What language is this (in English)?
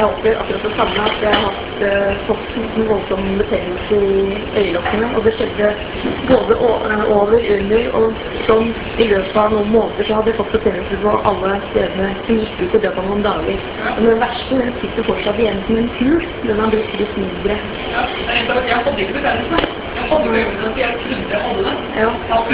Norwegian